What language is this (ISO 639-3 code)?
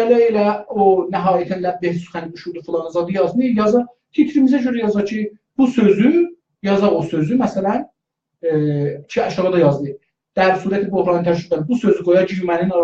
azb